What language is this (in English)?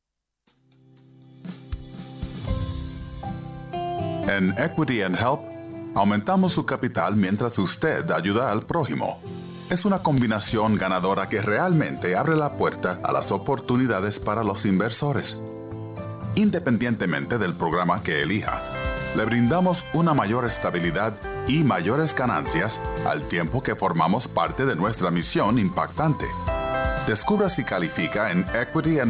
Spanish